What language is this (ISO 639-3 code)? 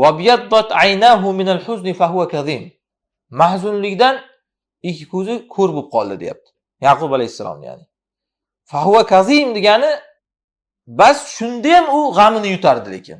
uzb